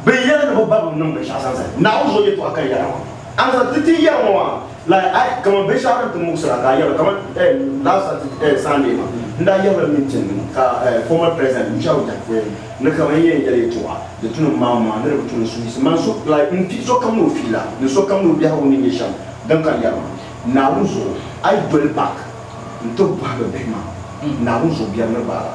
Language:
Dagbani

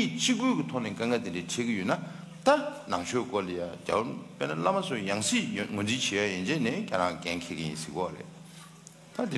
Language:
Tibetan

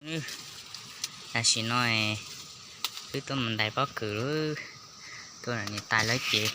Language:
Hmong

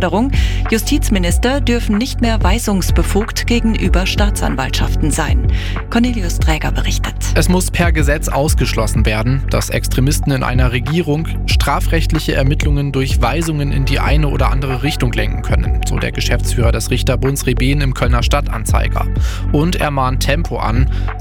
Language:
German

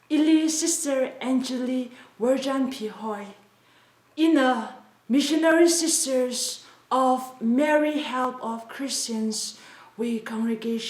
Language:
Tangkhul Naga (India)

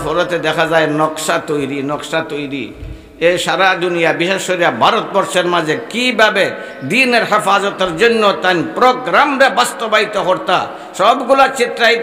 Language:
Sylheti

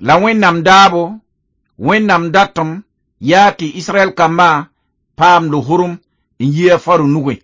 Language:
Mossi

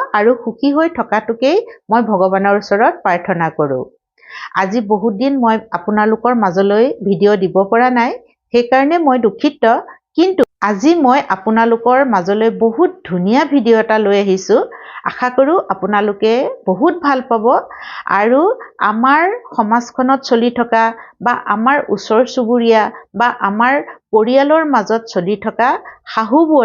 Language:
Assamese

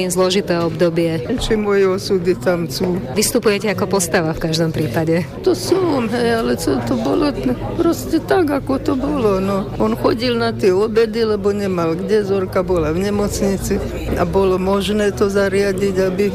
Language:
Slovak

